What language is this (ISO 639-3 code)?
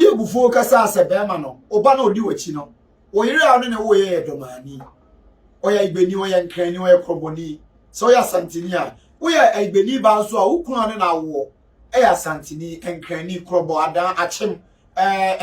aka